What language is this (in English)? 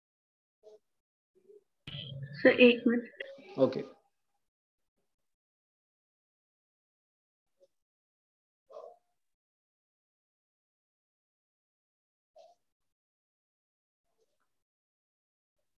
Marathi